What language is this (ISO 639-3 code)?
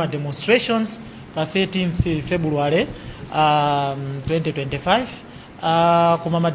nya